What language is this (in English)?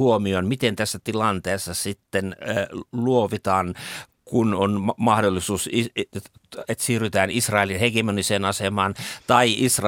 Finnish